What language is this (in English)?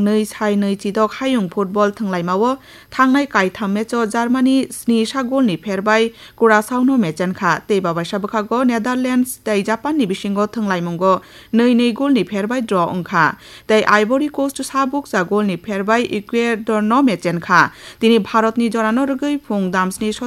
Kok Borok